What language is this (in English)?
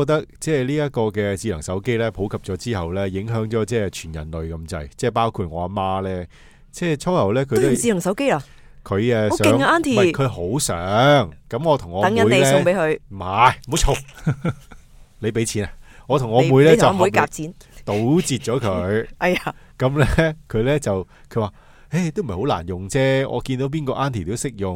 Cantonese